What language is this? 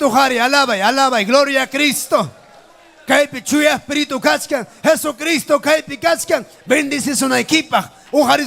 Ayacucho Quechua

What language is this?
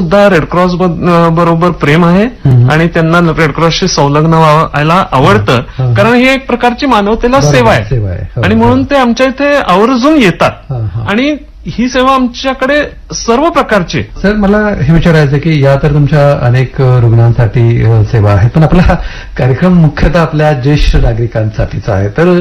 Marathi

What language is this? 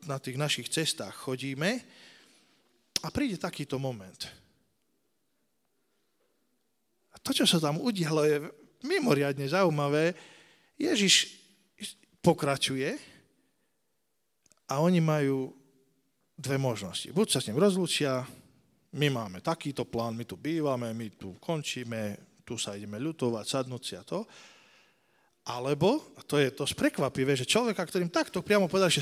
Slovak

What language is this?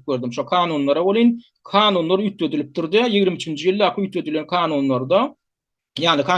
Turkmen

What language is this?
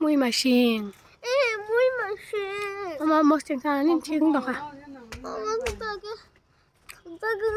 Kok Borok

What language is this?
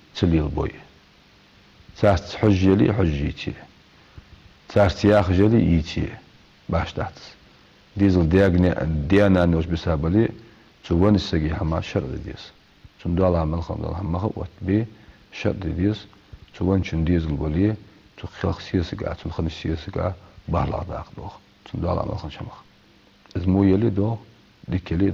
Ingush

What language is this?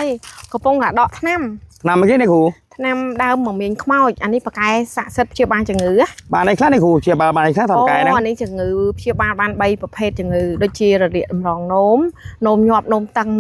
Khmer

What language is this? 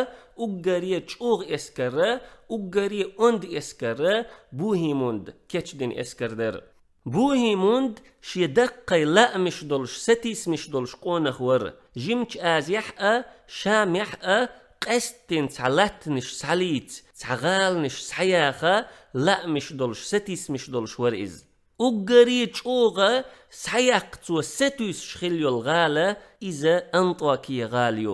Chechen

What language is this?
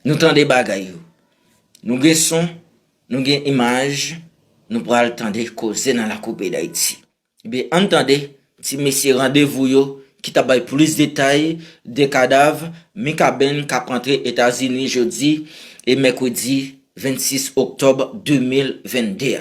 Haitian Creole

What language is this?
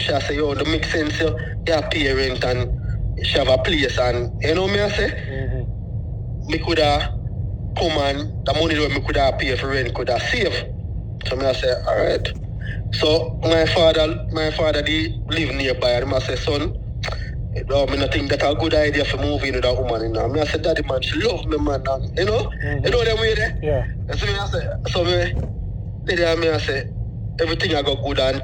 Jamaican Creole English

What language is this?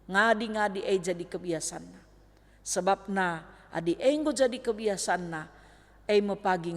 Batak Karo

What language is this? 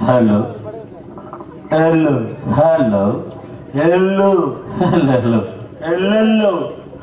Tamil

